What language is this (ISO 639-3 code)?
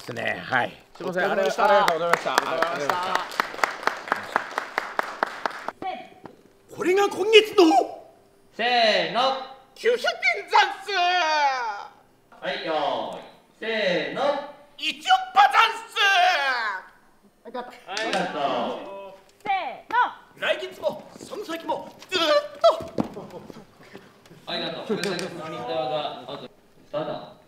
jpn